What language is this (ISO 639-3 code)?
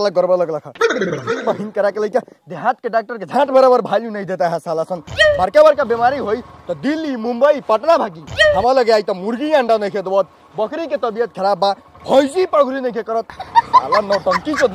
bho